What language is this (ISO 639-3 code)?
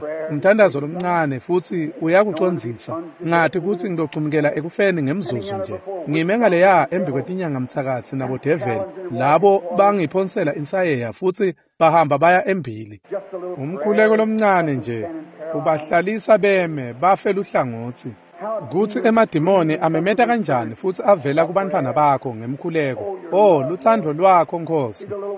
ssw